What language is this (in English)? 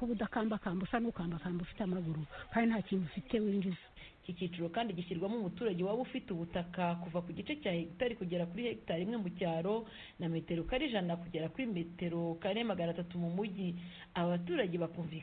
Kinyarwanda